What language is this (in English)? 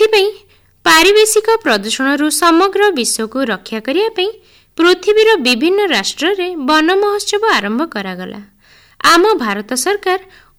Odia